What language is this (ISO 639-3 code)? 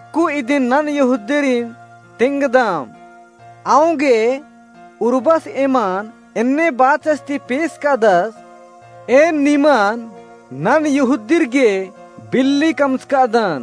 kru